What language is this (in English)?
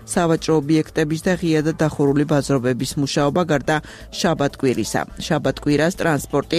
Georgian